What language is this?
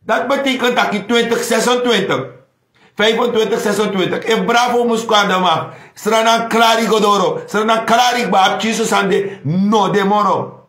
Sranan Tongo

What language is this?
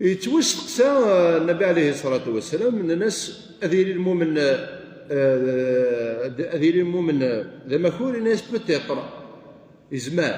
Kabyle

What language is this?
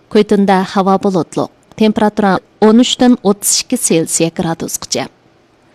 Uyghur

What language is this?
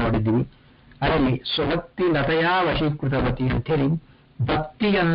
Kannada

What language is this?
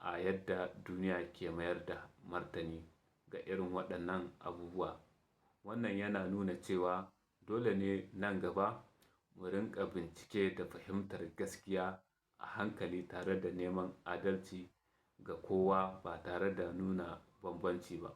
Hausa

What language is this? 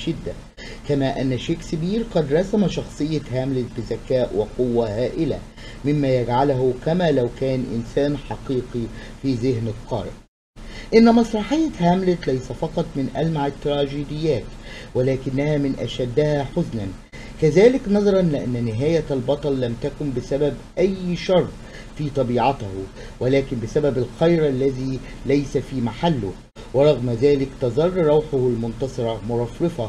Arabic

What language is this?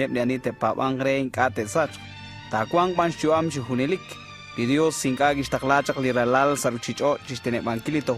Kekchí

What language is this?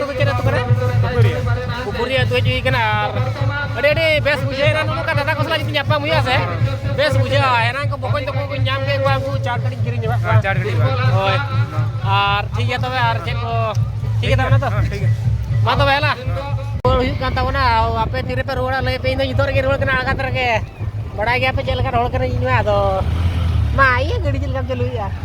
Santali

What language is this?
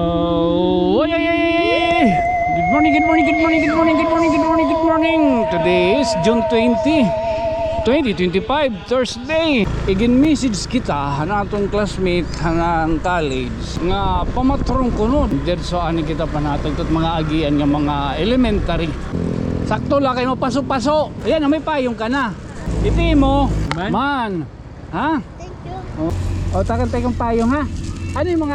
Waray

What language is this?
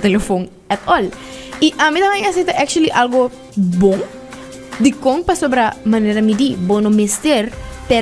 Papiamento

